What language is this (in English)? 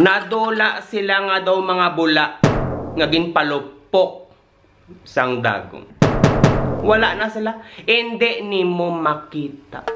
Hiligaynon